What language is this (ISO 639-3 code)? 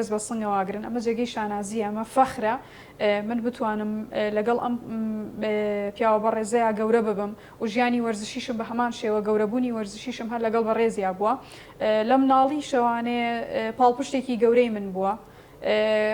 ckb